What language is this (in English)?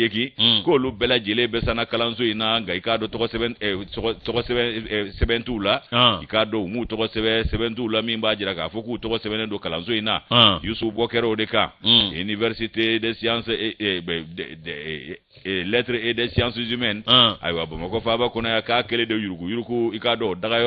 Bambara